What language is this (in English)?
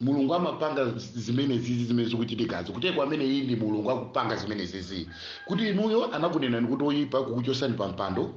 Nyanja